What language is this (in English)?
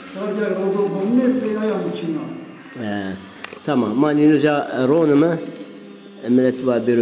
Zaza